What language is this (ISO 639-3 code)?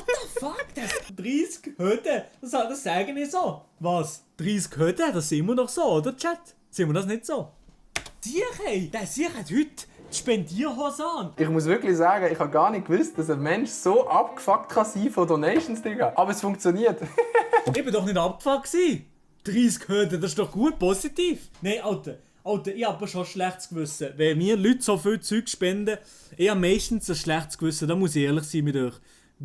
gsw